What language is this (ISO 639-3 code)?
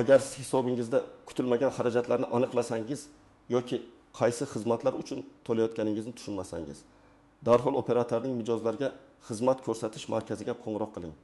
uzb